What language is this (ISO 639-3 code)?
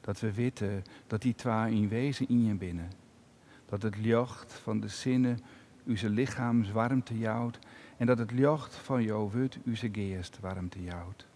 fry